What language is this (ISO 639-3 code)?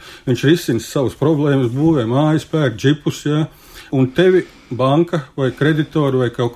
lav